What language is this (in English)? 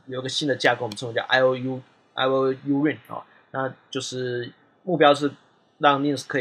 Chinese